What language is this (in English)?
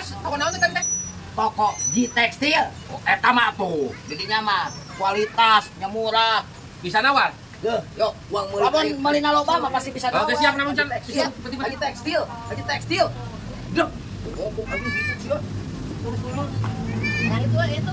Sundanese